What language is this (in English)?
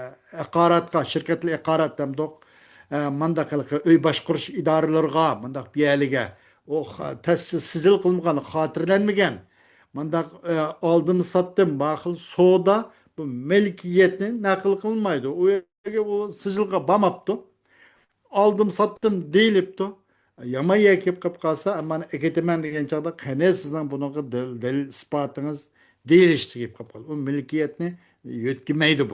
Uyghur